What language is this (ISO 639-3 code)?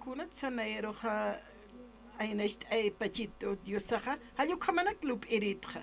aym